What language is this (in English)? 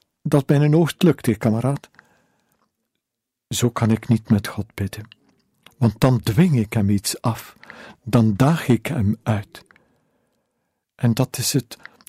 Dutch